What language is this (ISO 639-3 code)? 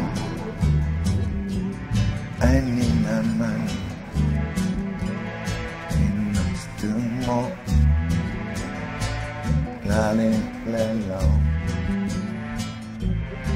eng